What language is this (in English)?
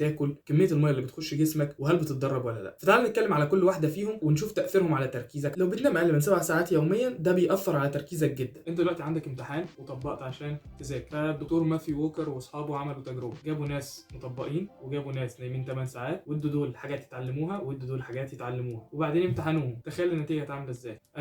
Egyptian Arabic